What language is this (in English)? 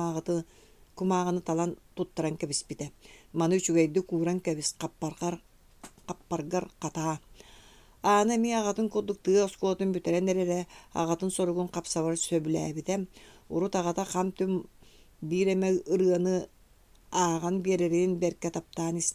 Yakut